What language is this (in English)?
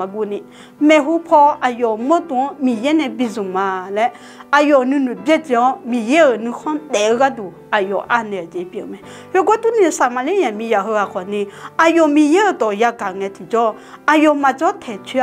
Akha